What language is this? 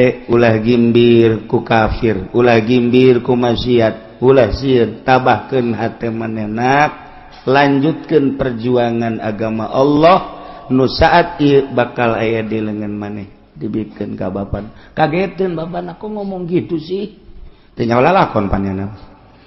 Sundanese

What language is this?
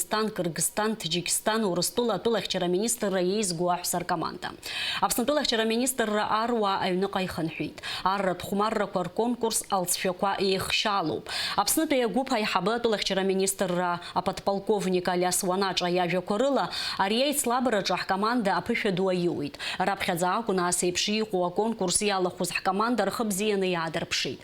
Abkhazian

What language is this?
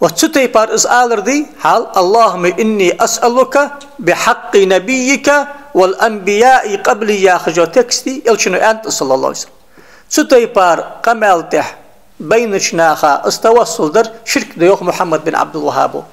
Ingush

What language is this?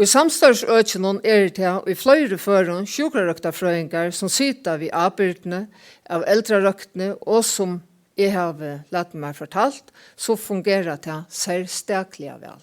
Faroese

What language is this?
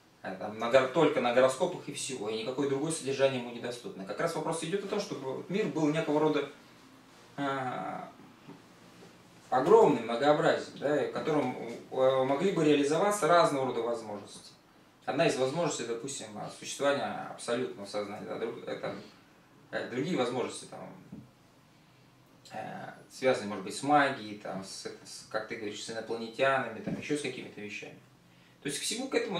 Russian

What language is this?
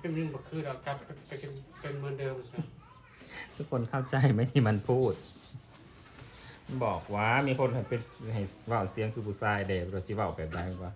Northeastern Thai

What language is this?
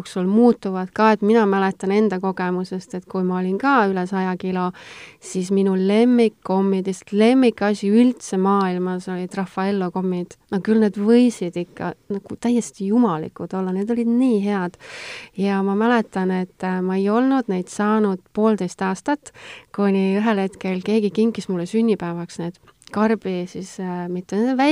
Estonian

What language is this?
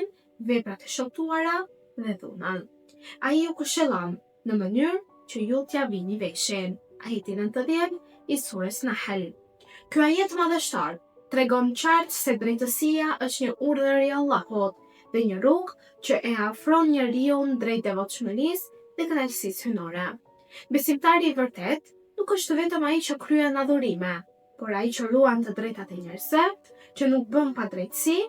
Albanian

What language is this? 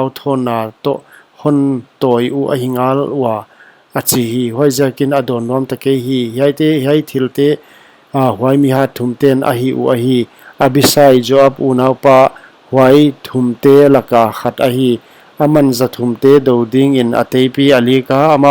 Paite Chin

